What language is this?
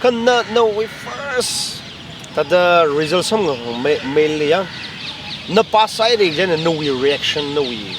Tangkhul Naga (India)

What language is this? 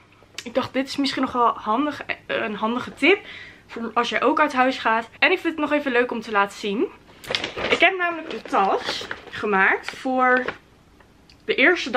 Dutch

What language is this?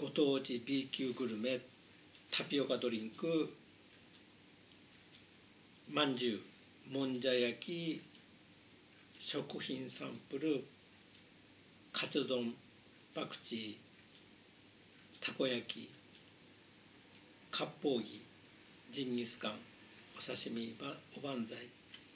Japanese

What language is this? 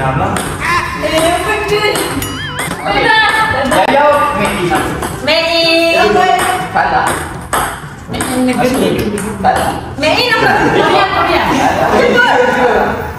Malay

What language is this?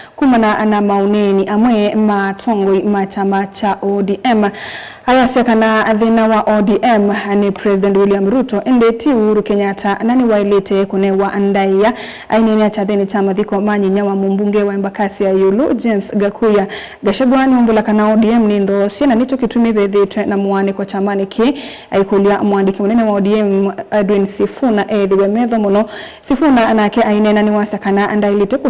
Kamba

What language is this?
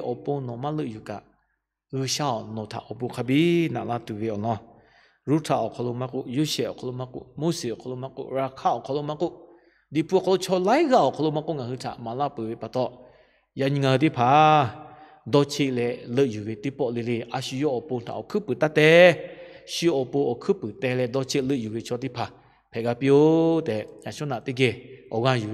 Lahu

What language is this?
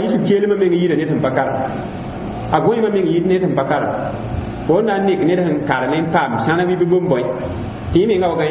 Mossi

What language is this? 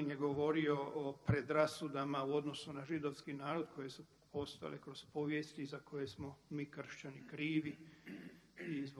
Croatian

